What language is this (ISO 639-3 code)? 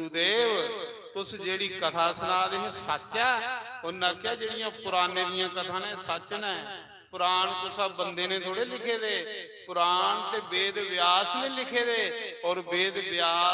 doi